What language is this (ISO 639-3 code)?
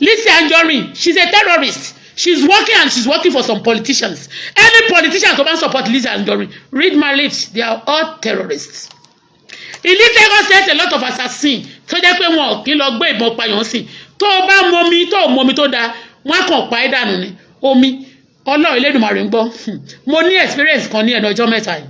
yor